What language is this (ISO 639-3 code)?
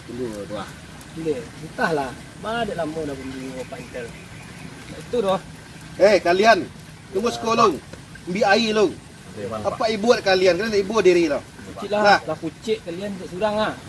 min